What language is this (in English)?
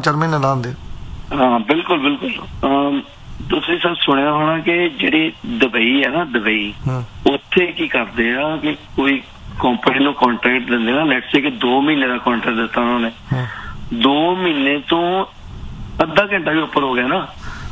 Punjabi